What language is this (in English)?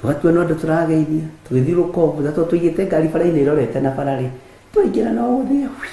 Kikuyu